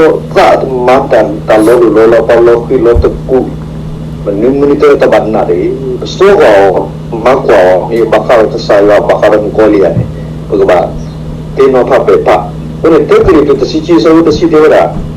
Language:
S'gaw Karen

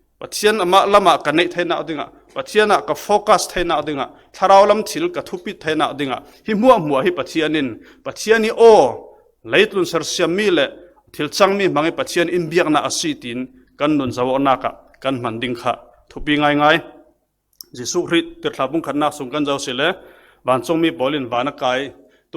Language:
Falam Chin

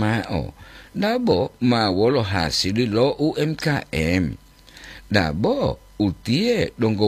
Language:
Gorontalo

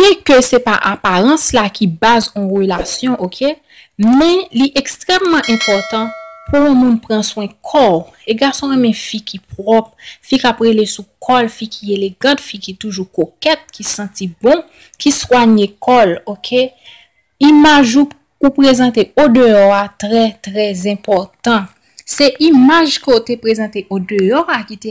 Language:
Haitian Creole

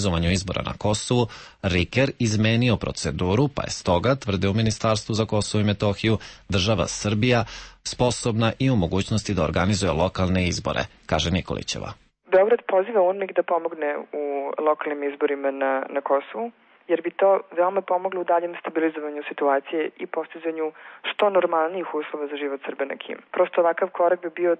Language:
Serbian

